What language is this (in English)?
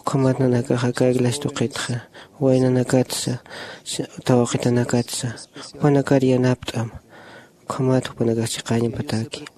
Aymara